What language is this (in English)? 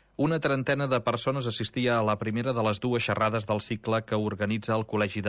Catalan